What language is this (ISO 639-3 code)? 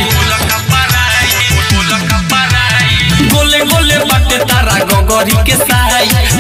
bho